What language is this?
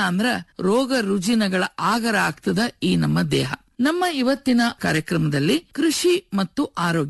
Kannada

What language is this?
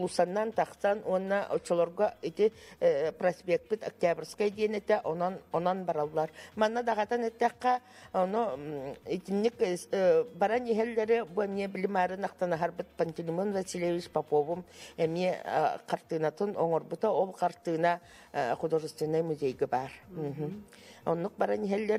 Yakut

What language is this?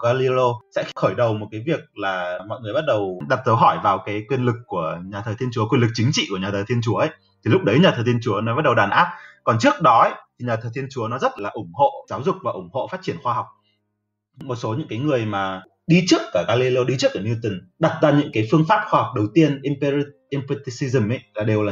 Vietnamese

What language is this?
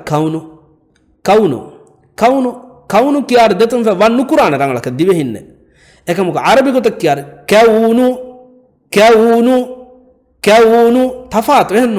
Divehi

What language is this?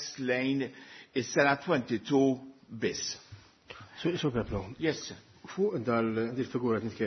Maltese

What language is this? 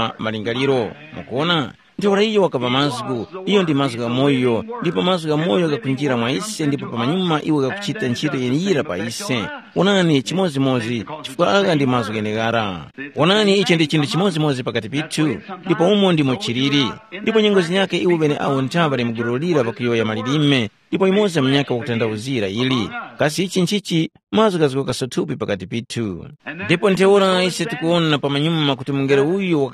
Tumbuka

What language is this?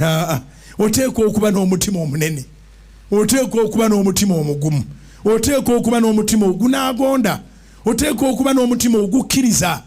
Ganda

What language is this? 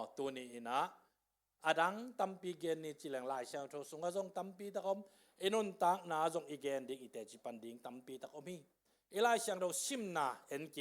Tedim Chin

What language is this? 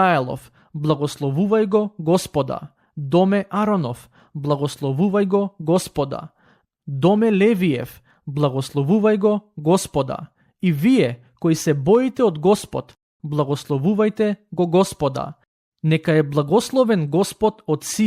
Macedonian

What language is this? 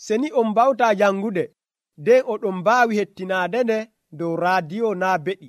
Nigerian Fulfulde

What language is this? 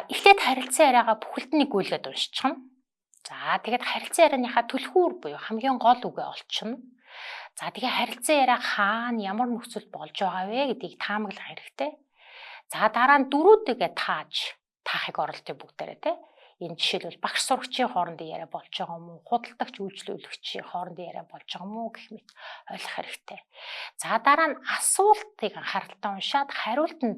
Mongolian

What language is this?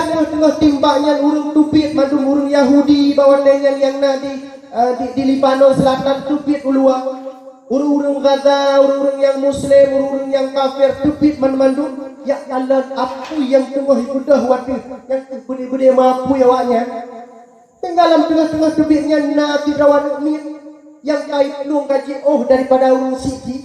Achinese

